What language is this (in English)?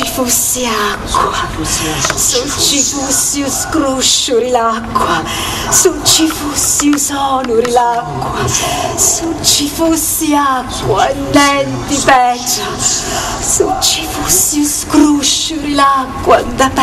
Sicilian